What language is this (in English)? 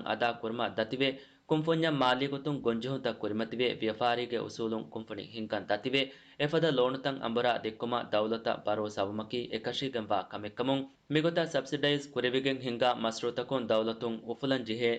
Divehi